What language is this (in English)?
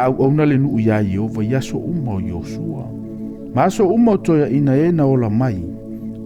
Samoan